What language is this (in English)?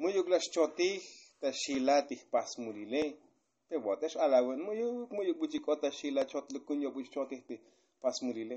Tzotzil